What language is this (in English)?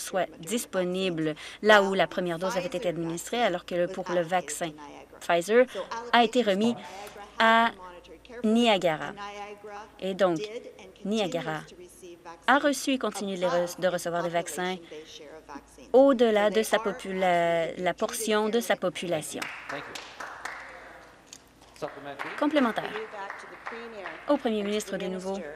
French